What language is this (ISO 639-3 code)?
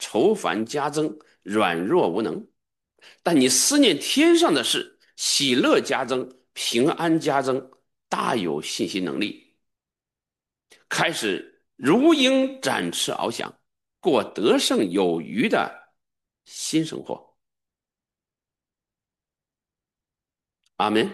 zho